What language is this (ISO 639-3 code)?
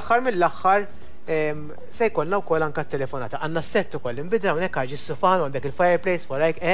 mlt